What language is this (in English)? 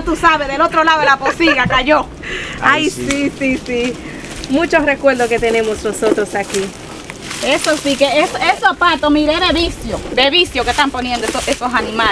Spanish